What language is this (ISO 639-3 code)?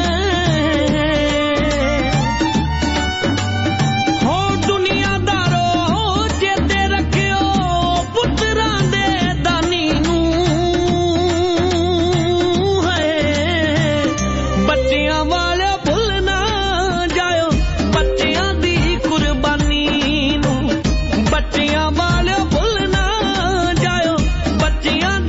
pan